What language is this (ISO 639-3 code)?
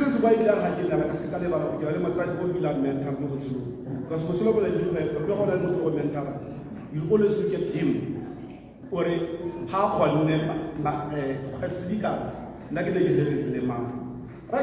tsn